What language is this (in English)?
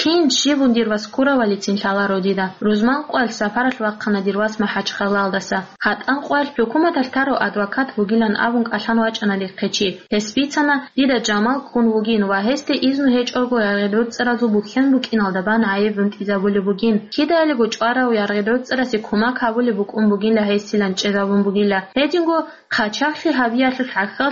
Avaric